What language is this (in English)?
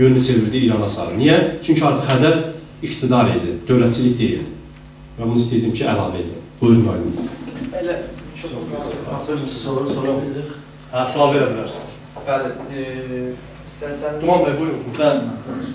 South Azerbaijani